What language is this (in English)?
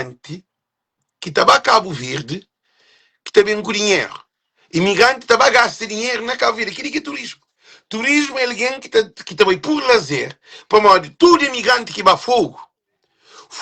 Kabuverdianu